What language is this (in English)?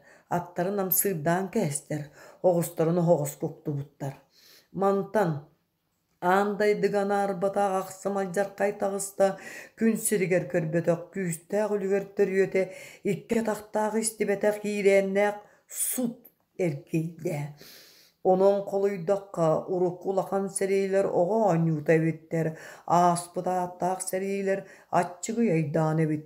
Yakut